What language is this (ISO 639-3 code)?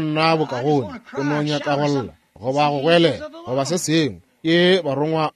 nso